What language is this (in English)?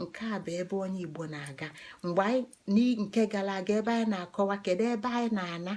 Igbo